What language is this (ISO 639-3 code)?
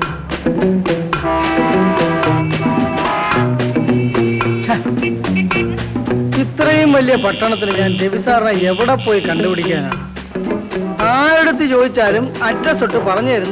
mal